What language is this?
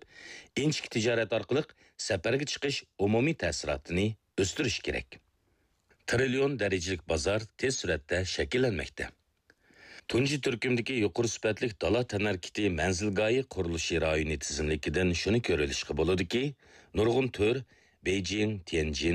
Uyghur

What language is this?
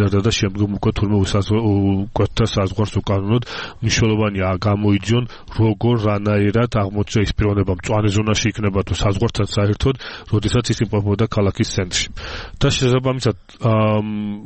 Georgian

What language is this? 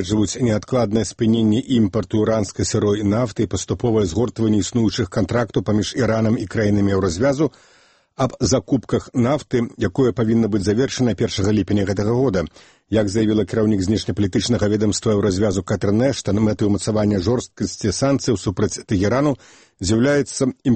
Belarusian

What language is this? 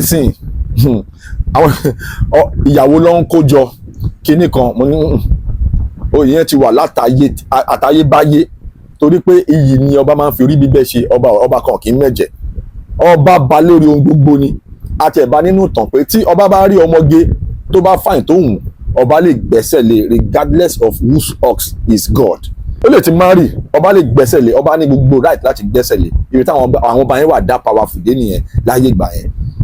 Yoruba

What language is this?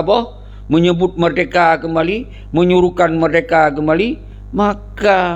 Achinese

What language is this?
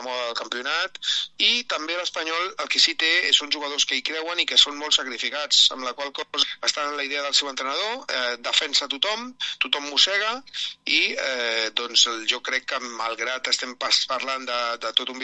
Catalan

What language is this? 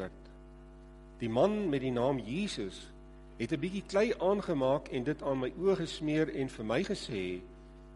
Afrikaans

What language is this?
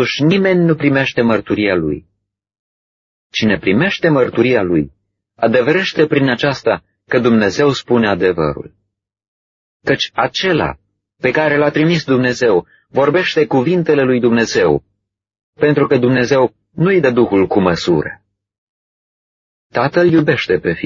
Romanian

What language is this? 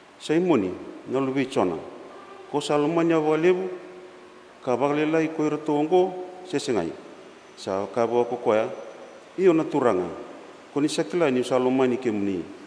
Fijian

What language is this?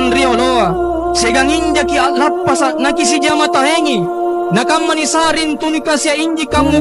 Makasar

